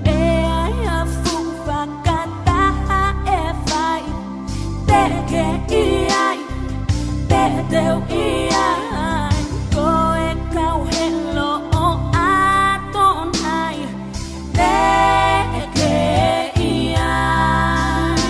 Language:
Tongan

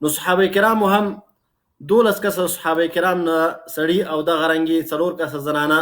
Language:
Pashto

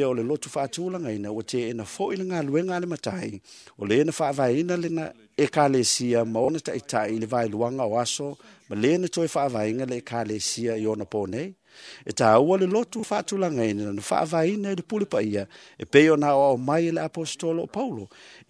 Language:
Samoan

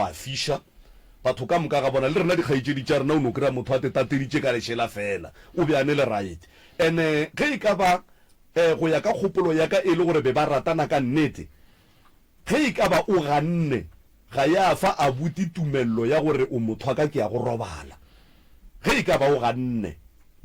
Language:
Northern Sotho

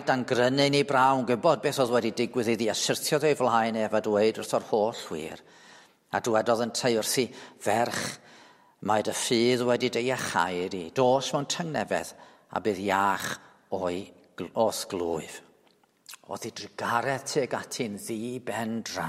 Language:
Welsh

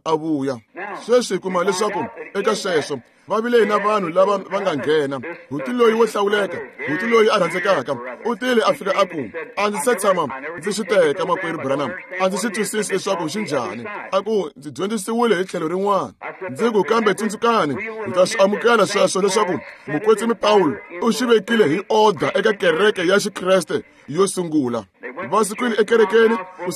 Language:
Tsonga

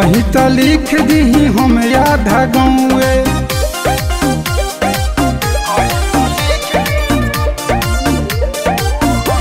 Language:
Bhojpuri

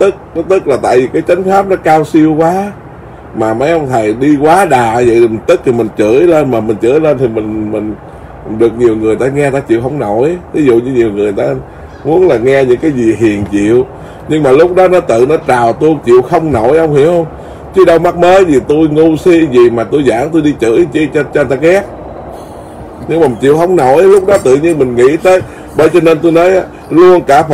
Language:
Vietnamese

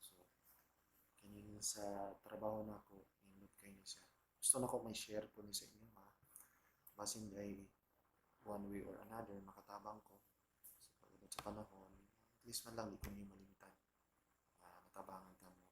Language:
Cebuano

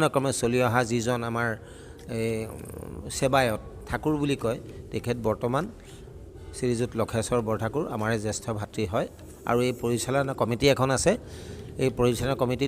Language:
Assamese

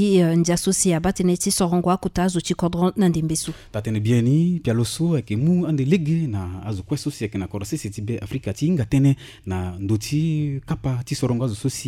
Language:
Sango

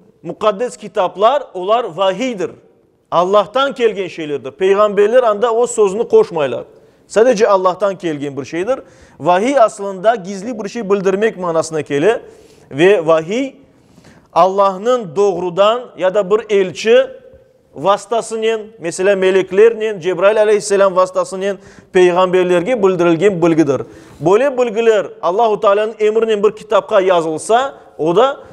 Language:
Crimean Tatar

